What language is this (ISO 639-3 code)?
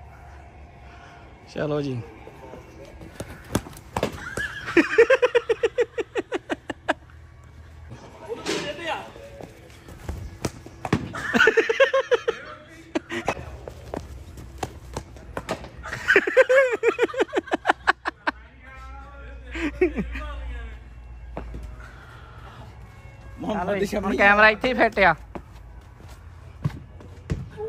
pan